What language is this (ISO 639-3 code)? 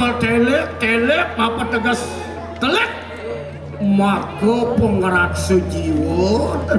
ban